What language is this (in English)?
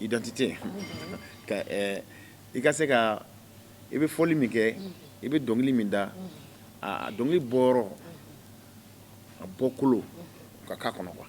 Bambara